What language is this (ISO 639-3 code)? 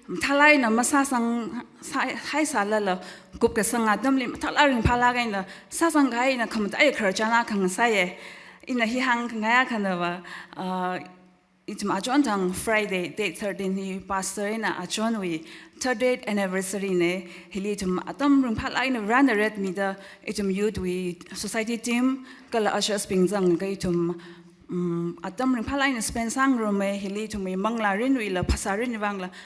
nmf